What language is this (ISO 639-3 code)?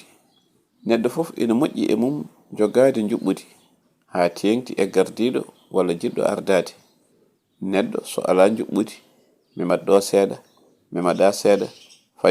ful